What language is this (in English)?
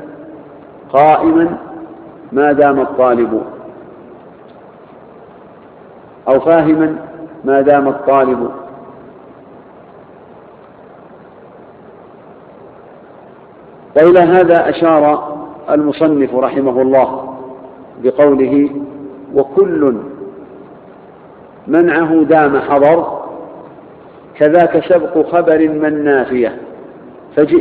Arabic